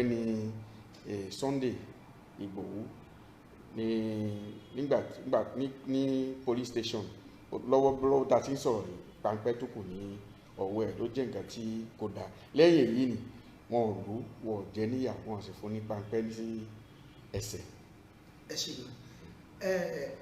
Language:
Yoruba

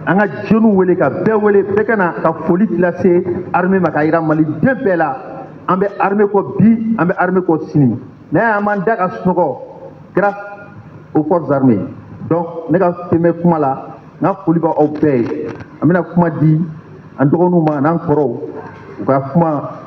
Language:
Bambara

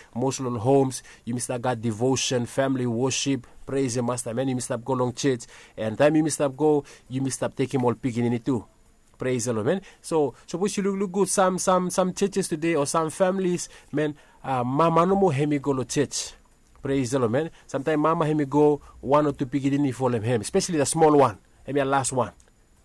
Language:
Bislama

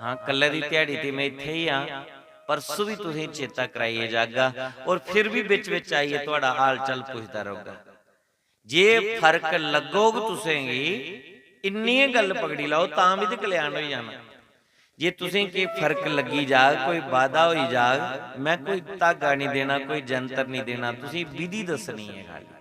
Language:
Dogri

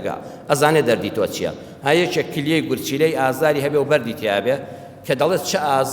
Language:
Central Kurdish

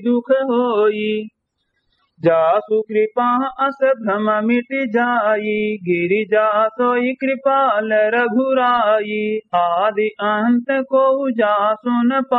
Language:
Awadhi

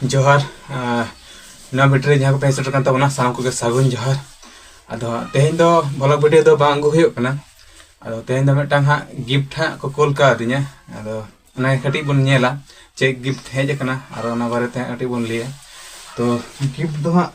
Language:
Santali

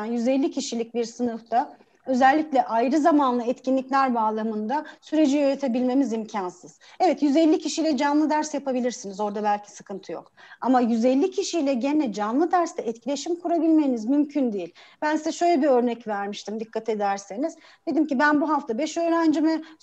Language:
Turkish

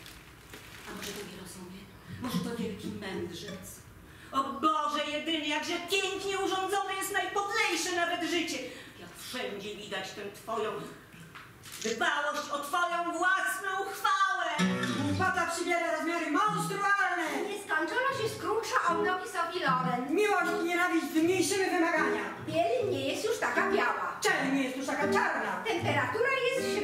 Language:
Polish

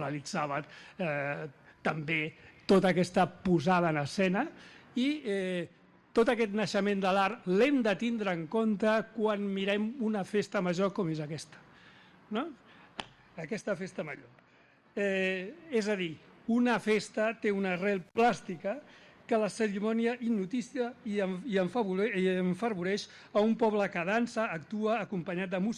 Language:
Catalan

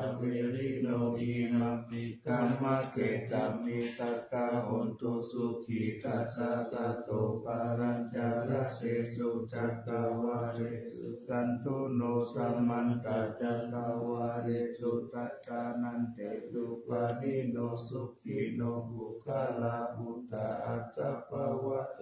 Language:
Pali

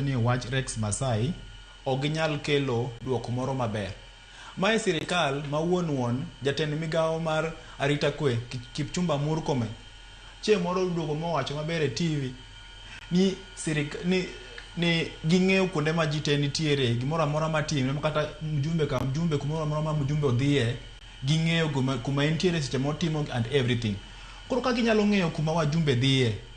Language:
Luo (Kenya and Tanzania)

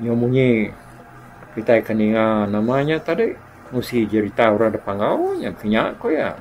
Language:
Iban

